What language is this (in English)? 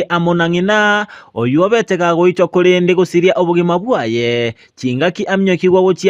Gusii